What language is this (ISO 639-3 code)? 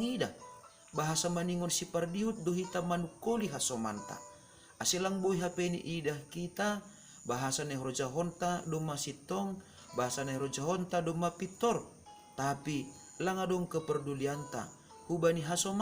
bts